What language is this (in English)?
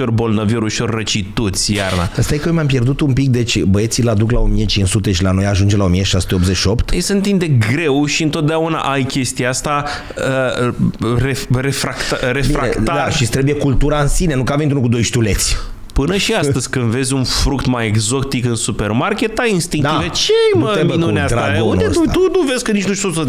Romanian